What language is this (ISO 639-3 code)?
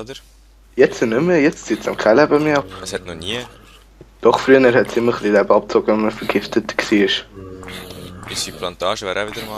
gsw